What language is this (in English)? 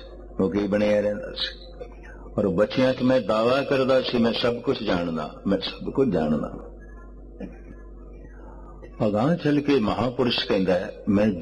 Punjabi